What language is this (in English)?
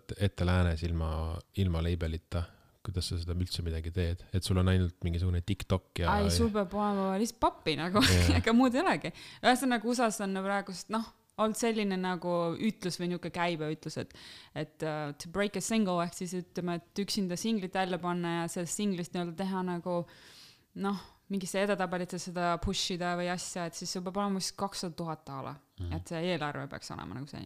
Estonian